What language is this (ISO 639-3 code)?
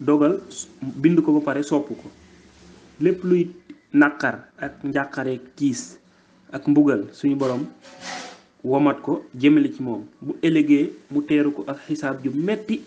wol